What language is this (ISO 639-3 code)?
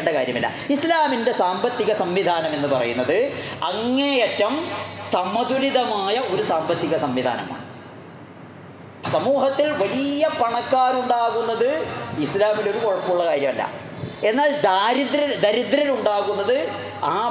mal